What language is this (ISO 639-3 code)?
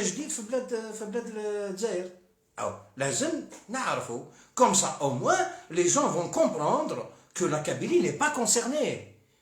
arq